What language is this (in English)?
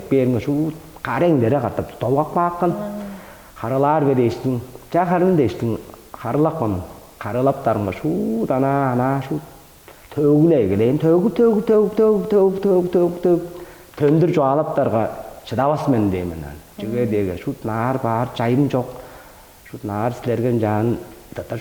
Tuvinian